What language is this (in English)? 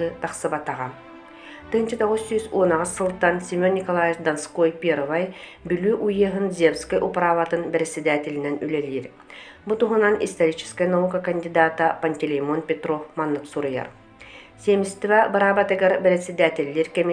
Yakut